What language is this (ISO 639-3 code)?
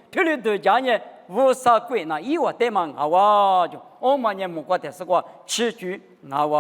lis